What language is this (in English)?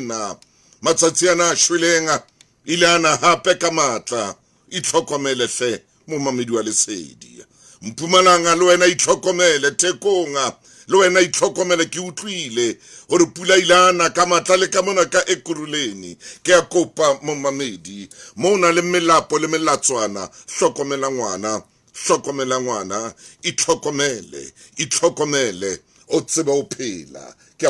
Southern Sotho